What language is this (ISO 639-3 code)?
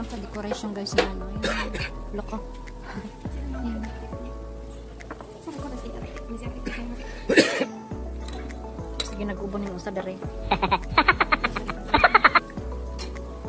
fil